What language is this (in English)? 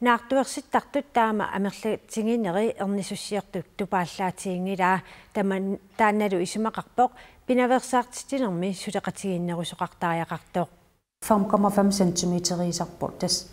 Kalaallisut